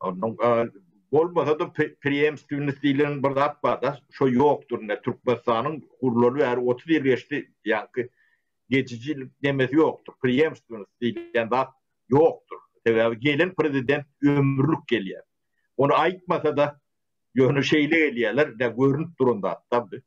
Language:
Turkmen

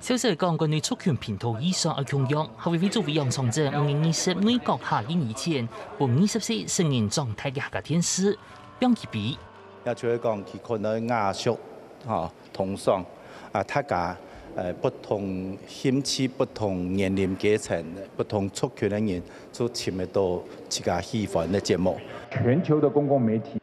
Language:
Hakka Chinese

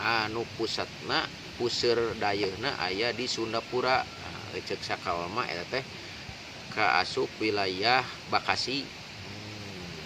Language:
Sundanese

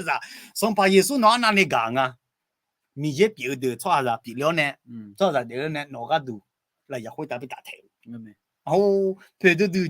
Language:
Akha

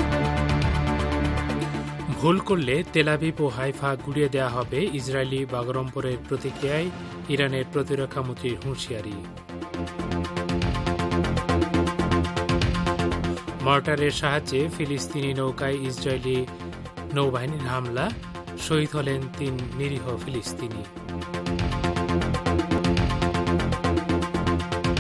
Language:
Bangla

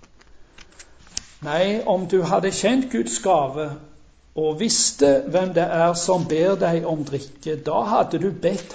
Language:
Norwegian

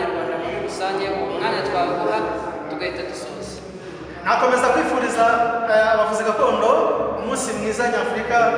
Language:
Kinyarwanda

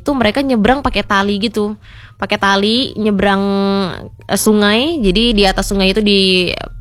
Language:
Indonesian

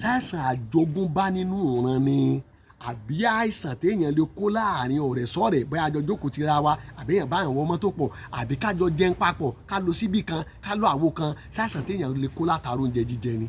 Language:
Yoruba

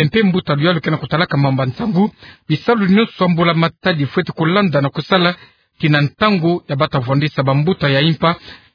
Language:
Kituba (Democratic Republic of Congo)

